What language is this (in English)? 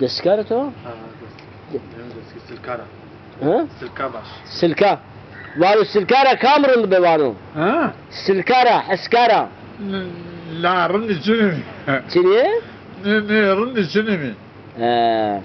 Zaza